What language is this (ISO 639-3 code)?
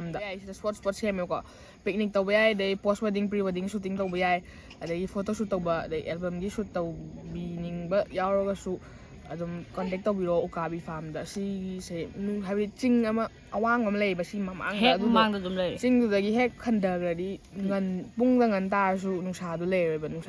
mni